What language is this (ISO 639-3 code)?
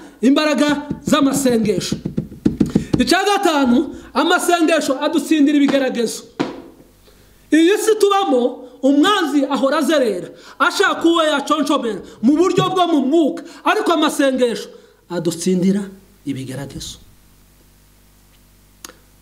kin